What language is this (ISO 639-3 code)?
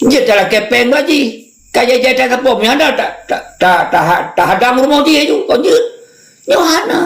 ace